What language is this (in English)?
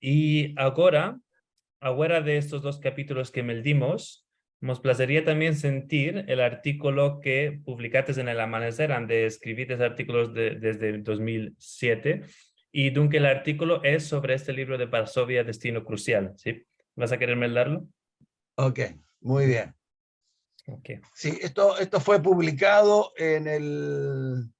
Ladino